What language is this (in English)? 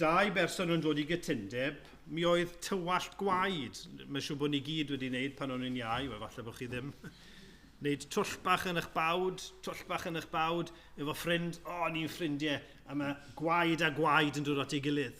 Welsh